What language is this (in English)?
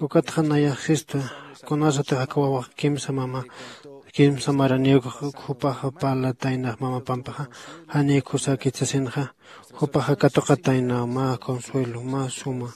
Aymara